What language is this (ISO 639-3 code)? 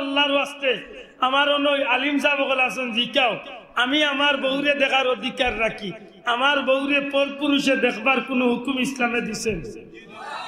syl